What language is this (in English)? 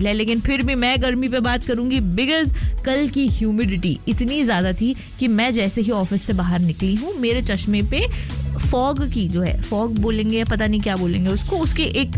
Hindi